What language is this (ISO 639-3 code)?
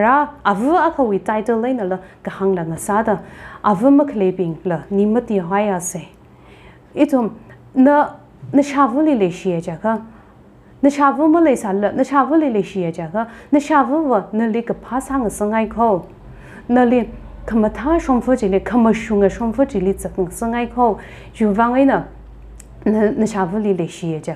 nmf